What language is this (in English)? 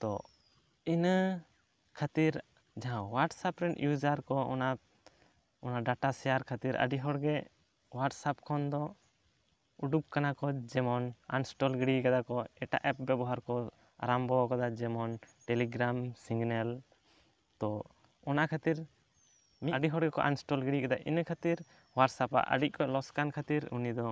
Santali